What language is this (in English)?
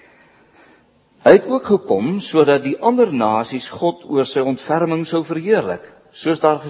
Afrikaans